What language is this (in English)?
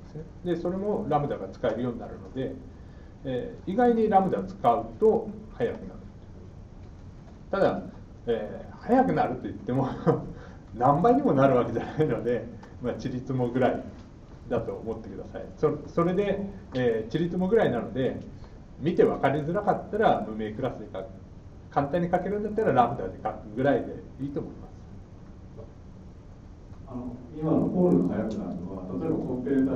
Japanese